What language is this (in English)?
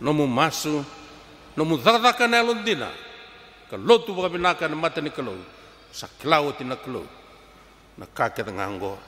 Fijian